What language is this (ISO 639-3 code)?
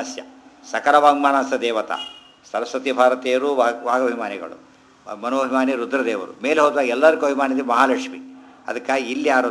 kan